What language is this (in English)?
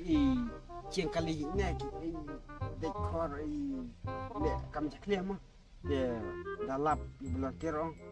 Khasi